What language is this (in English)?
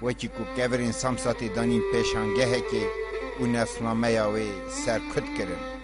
Kurdish